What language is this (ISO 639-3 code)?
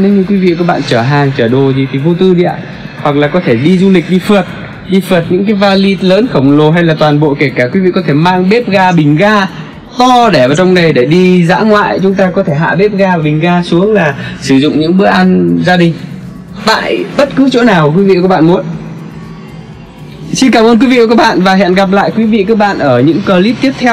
vie